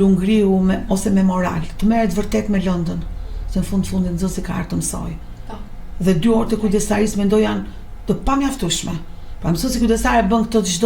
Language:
Albanian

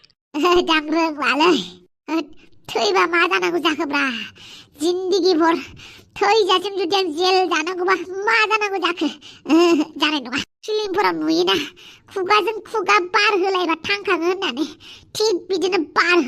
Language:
Bodo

